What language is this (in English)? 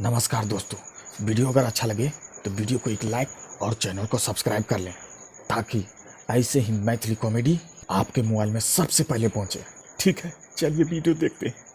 Angika